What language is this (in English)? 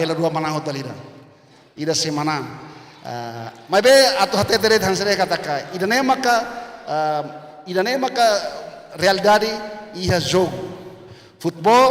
Tetum